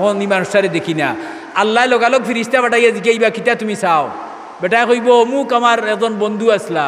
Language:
Sylheti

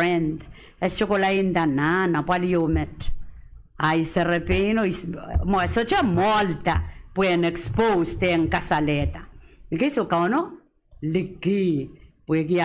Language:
Pohnpeian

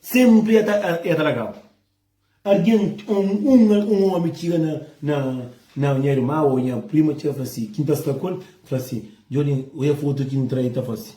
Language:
Kabuverdianu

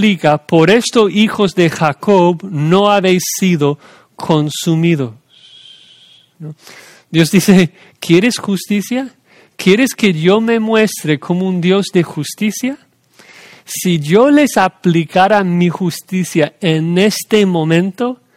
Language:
Spanish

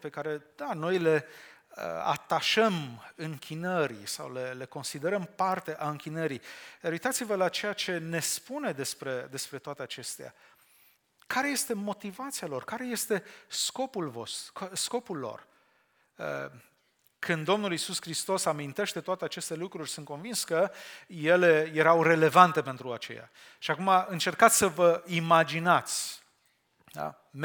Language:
Romanian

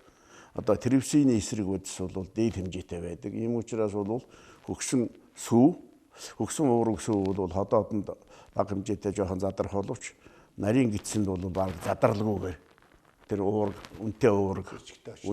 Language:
Mongolian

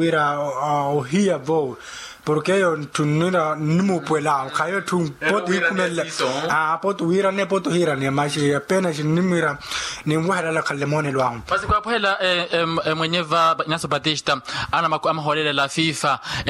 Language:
Makhuwa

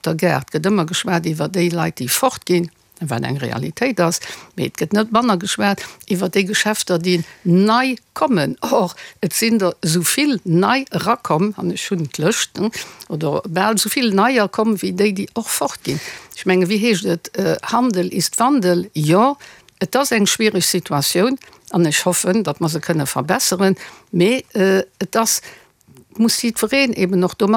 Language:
Luxembourgish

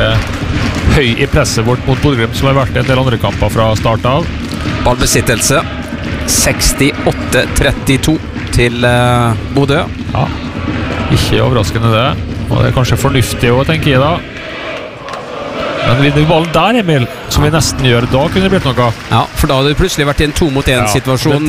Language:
Norwegian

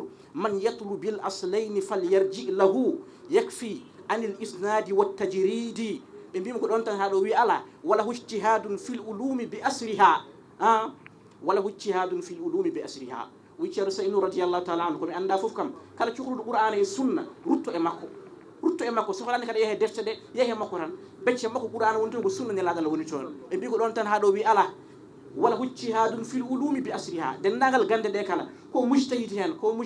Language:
Fula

